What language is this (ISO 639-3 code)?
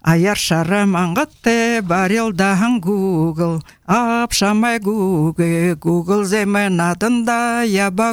bua